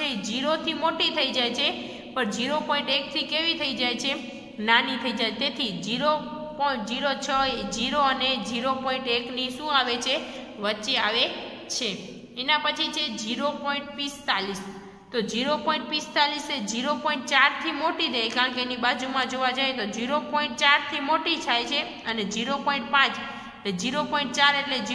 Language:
Gujarati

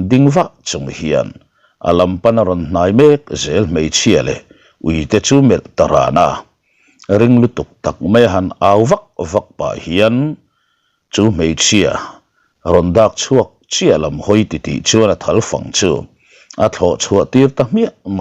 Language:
Mizo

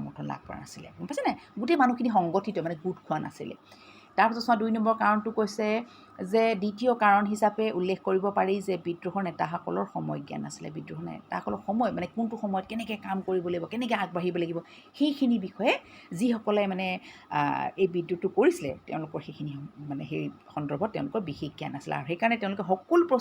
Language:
Assamese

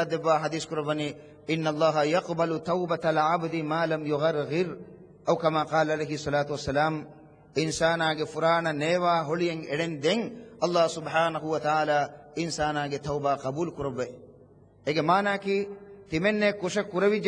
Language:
Divehi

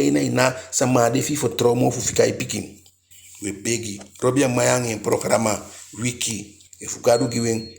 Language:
Eastern Maroon Creole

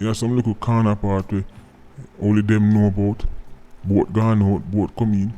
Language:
Jamaican Creole English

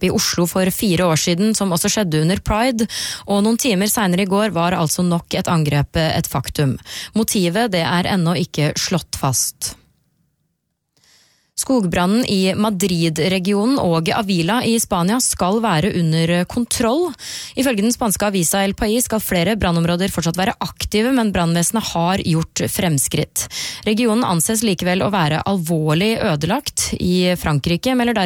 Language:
Norwegian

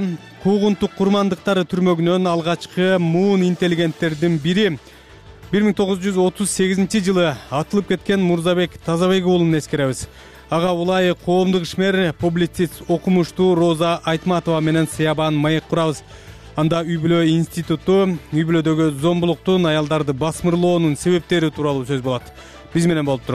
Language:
Kyrgyz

